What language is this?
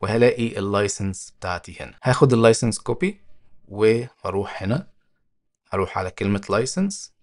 Egyptian Arabic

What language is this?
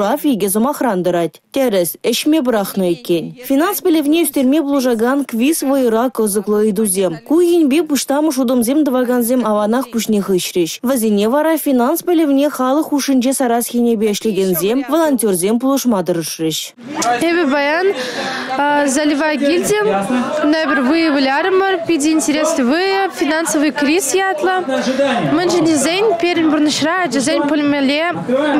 Chuvash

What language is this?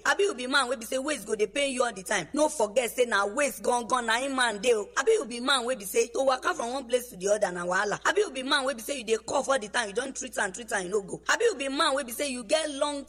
Nigerian Pidgin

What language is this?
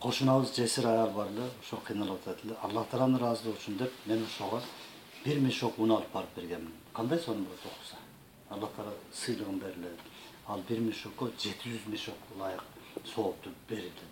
Kyrgyz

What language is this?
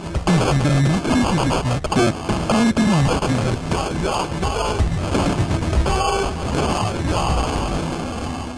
Bulgarian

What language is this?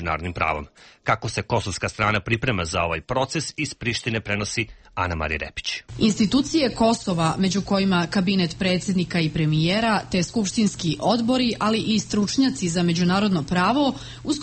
Serbian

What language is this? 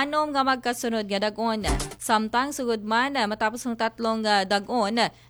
Aklanon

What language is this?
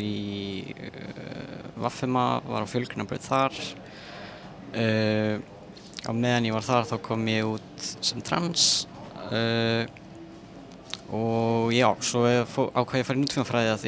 Icelandic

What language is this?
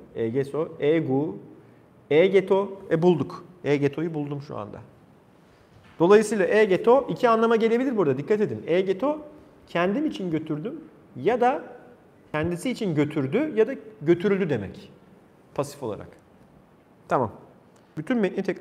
Turkish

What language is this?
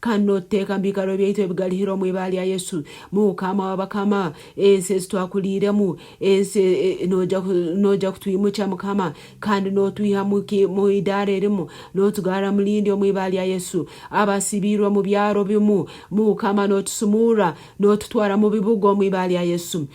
Nyoro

